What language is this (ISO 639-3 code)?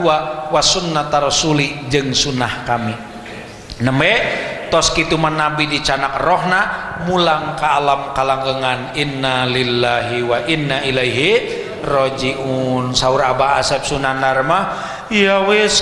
sun